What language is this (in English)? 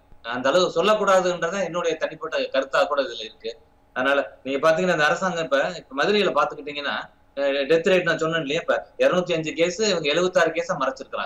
Tamil